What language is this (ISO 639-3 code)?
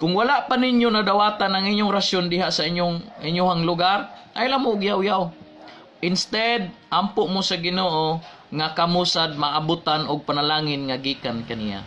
ceb